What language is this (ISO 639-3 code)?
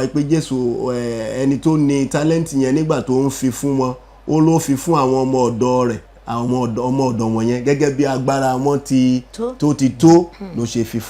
yor